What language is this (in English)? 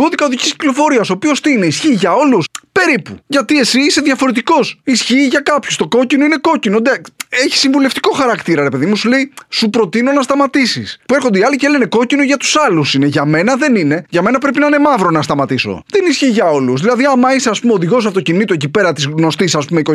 Greek